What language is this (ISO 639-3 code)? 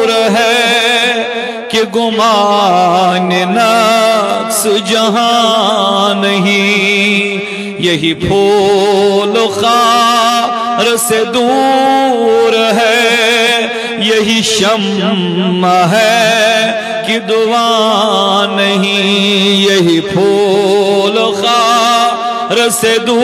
urd